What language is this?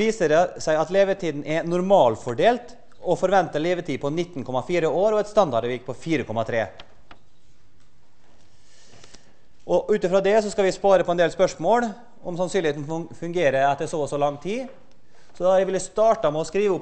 Norwegian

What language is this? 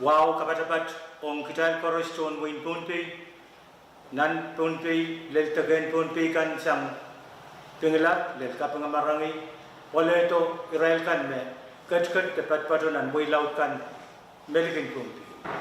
Pohnpeian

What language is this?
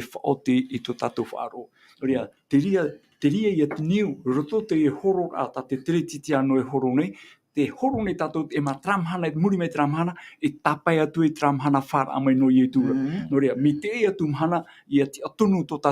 Tahitian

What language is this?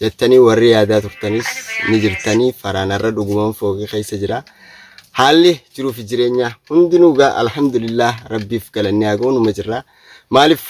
Oromo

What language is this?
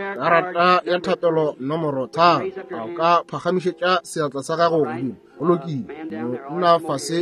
Northern Sotho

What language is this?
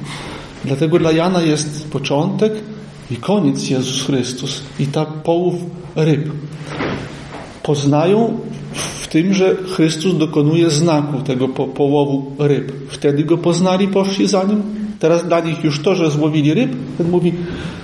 Polish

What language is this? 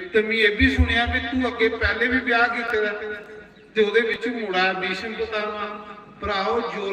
Dogri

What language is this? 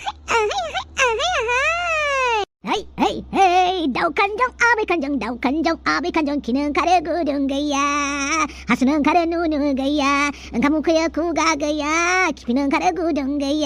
Bodo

